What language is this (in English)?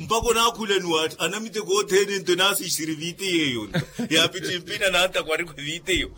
Makhuwa